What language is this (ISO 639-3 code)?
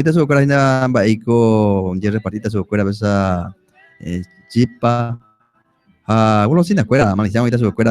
grn